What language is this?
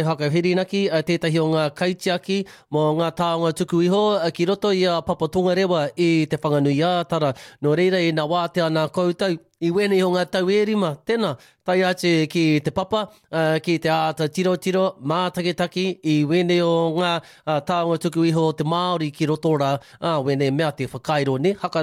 Māori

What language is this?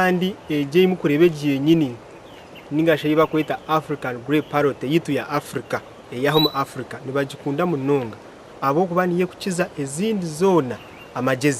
Nyankole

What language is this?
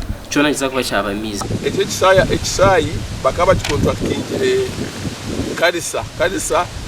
Nyankole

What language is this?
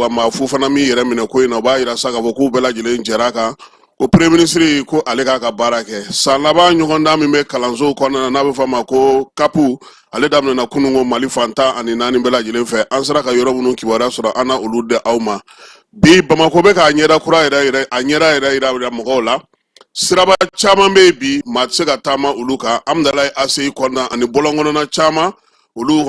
Bambara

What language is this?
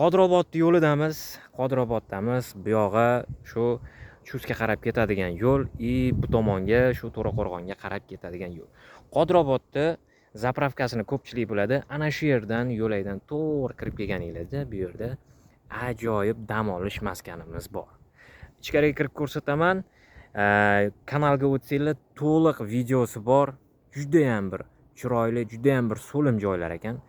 Uzbek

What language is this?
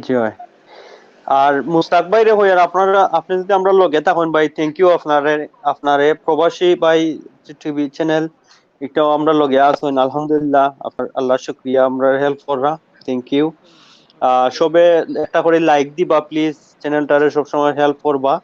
Sylheti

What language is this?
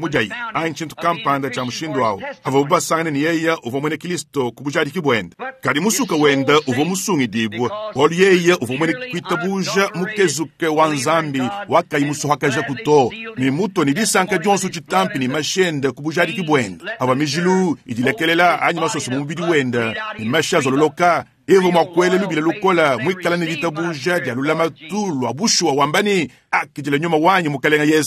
Luba-Lulua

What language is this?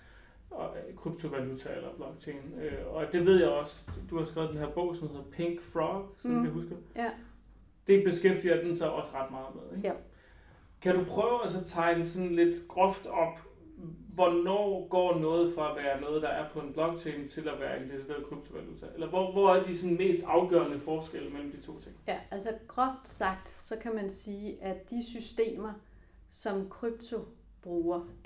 Danish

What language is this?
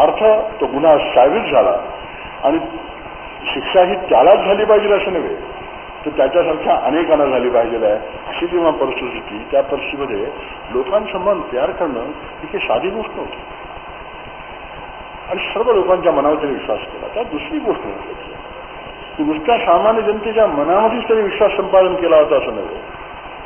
Marathi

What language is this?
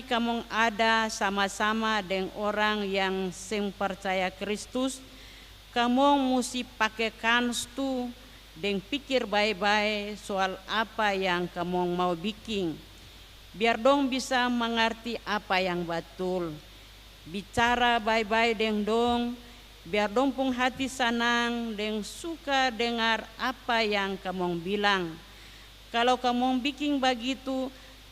Ambonese Malay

